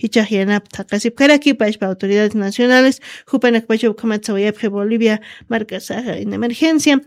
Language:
Aymara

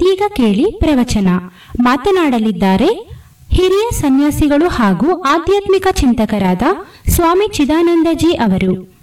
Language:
Kannada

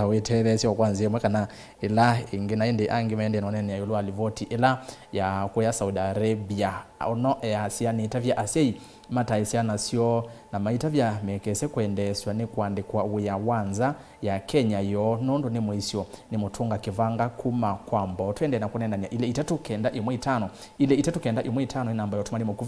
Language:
Kamba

